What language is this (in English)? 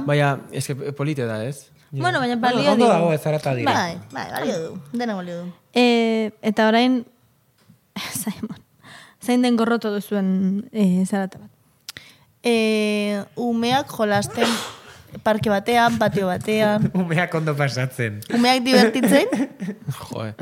Basque